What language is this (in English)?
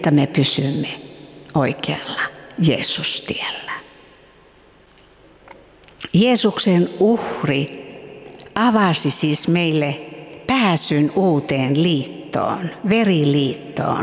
Finnish